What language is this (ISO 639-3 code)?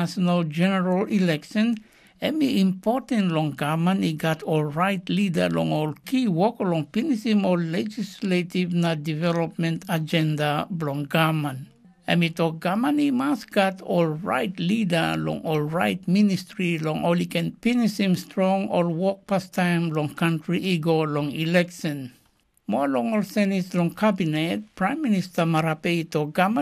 tpi